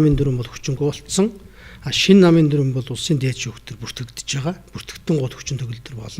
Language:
Mongolian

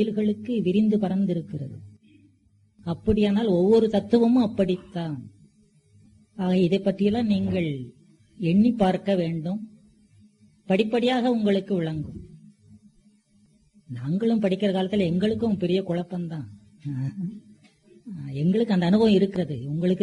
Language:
Tamil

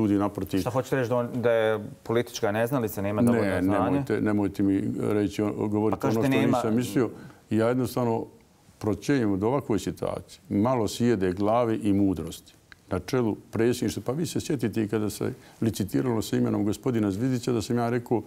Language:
Bosnian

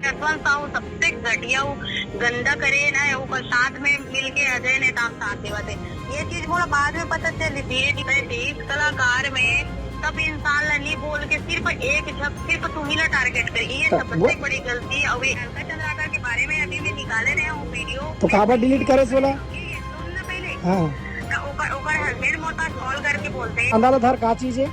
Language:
Chhattisgarhi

